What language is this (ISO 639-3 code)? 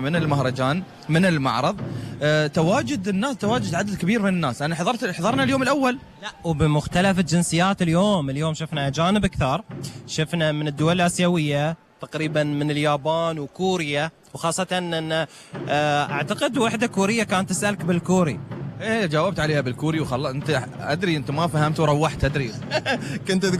afb